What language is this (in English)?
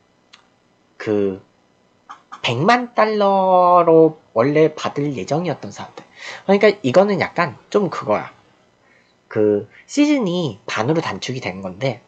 Korean